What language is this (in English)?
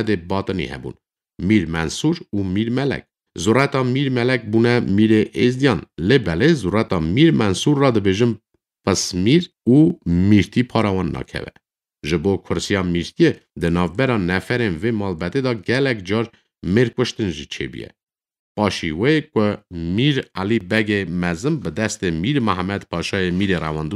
Kurdish